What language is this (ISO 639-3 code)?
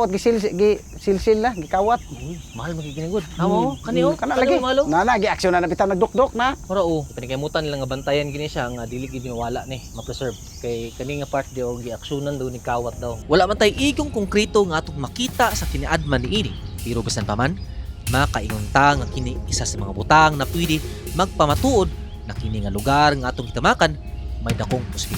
ceb